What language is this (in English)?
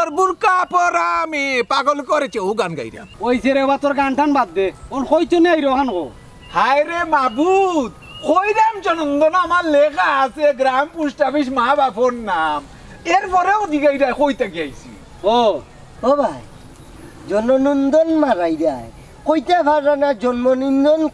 Sylheti